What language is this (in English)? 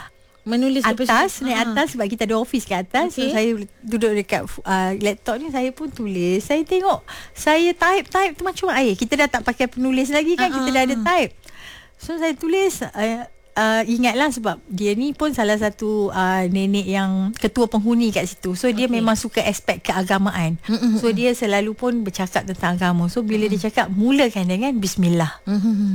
Malay